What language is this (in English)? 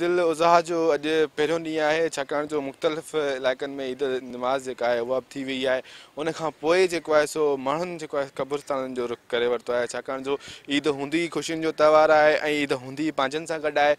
Sindhi